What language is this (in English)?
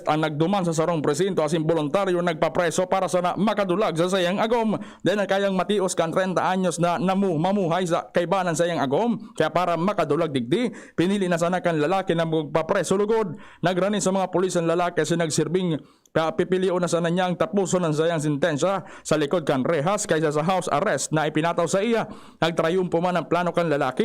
Bikol